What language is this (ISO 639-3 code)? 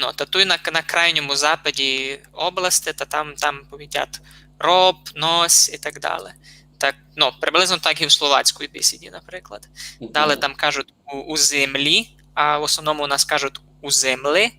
rue